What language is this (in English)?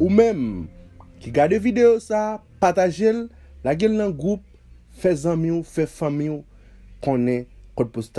Haitian Creole